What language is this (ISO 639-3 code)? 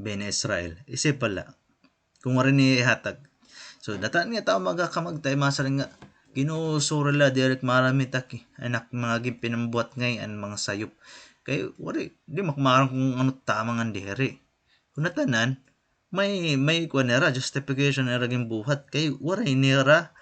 war